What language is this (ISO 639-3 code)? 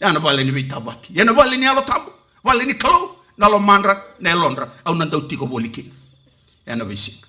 fij